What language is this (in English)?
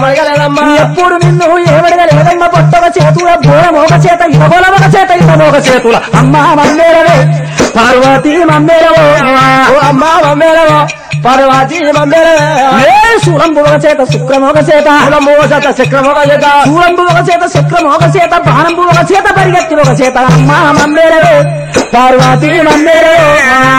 Telugu